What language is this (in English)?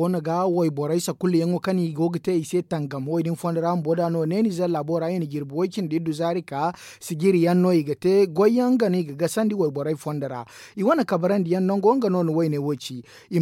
Zarma